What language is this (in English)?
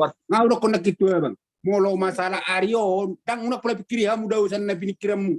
Batak Toba